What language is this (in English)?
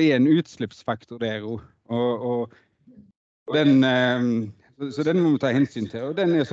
Norwegian